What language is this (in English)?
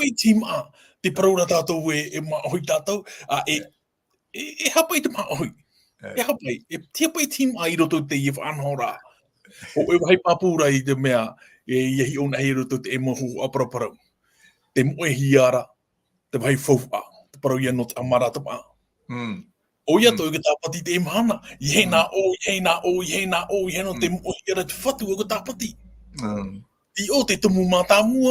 Tahitian